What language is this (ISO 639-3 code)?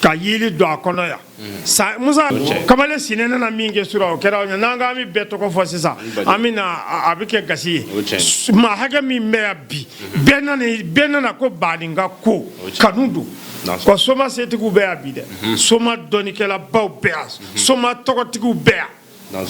bam